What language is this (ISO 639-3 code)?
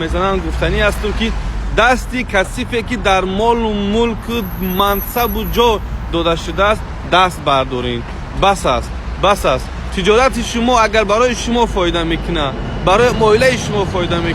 tgk